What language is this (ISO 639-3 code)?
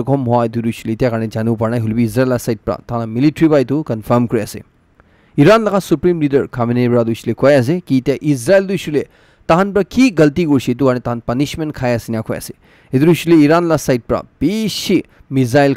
nag